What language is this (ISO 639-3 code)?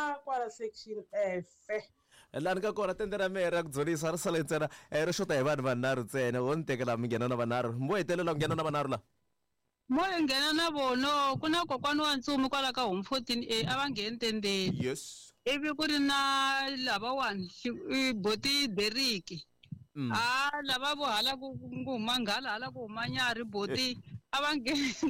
tso